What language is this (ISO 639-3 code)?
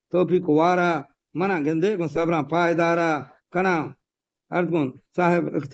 bgp